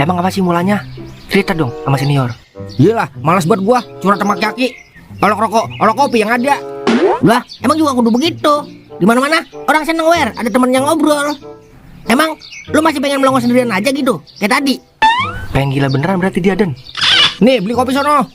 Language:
Betawi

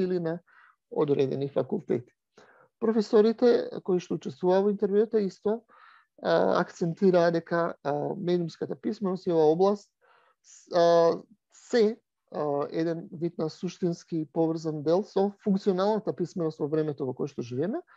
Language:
Macedonian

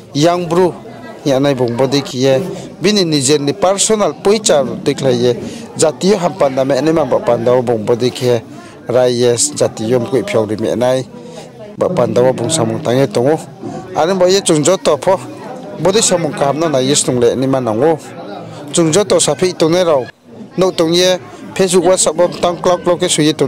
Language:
Riang (India)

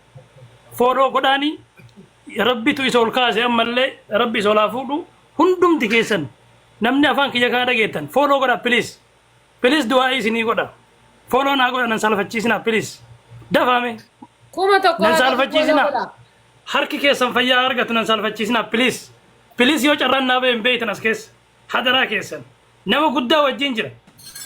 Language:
Oromo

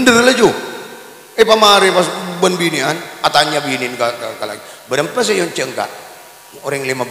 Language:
Madurese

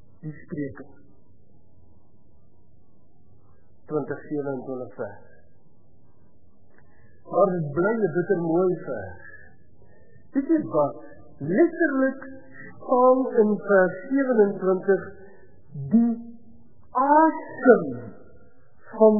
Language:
Afrikaans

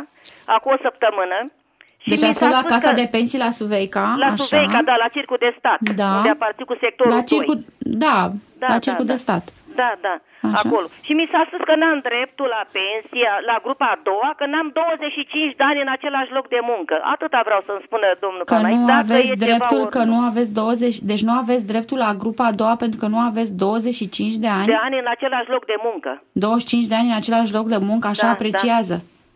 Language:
Romanian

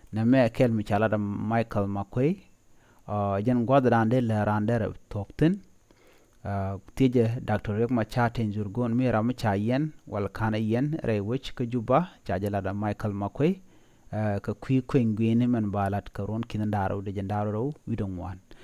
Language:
Nuer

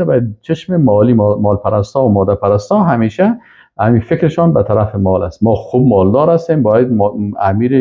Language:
Persian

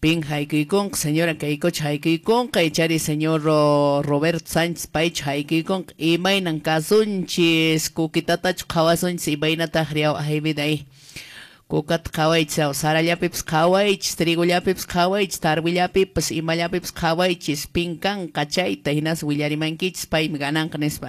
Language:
Quechua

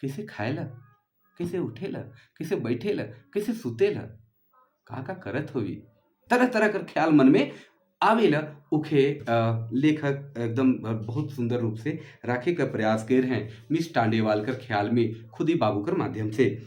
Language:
Sadri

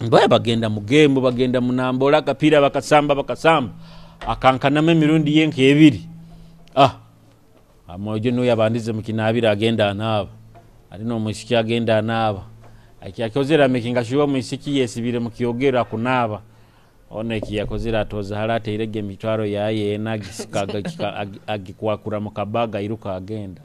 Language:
Nyoro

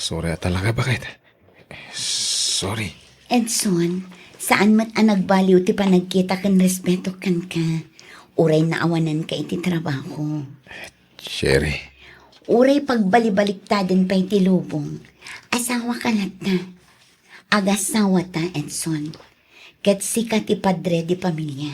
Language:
Iloko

